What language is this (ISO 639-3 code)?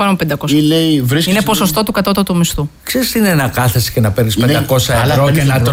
ell